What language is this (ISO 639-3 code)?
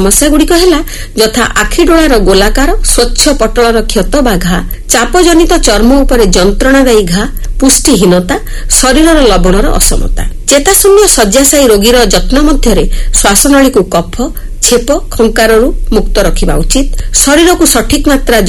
ori